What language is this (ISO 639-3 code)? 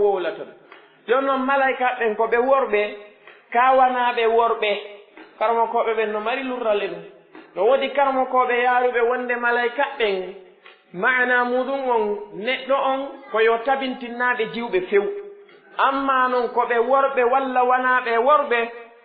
fuf